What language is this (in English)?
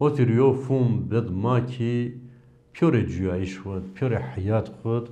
Zaza